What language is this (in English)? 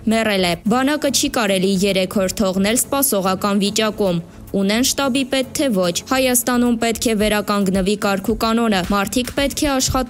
Armenian